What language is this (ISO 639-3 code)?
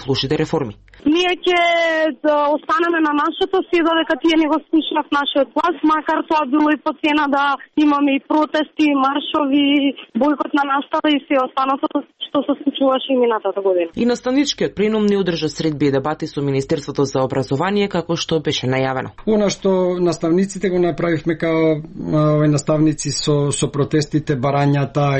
mkd